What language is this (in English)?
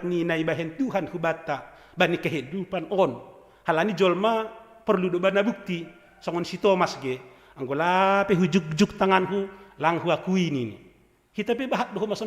Batak Simalungun